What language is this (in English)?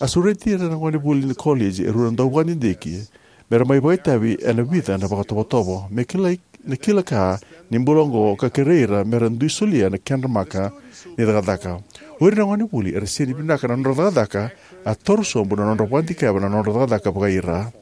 Fijian